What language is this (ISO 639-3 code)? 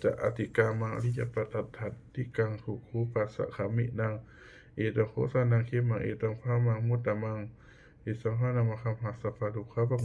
pli